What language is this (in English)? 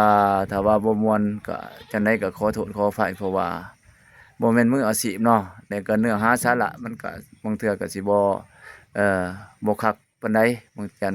Lao